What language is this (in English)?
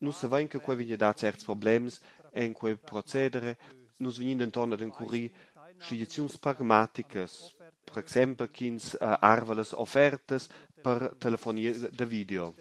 Romansh